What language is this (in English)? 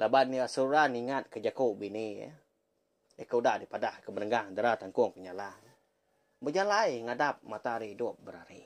Iban